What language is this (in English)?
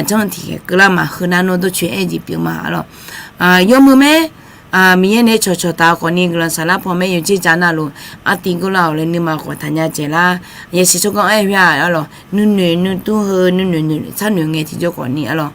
Akha